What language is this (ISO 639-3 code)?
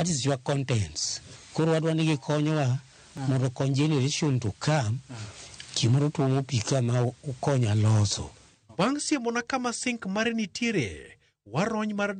luo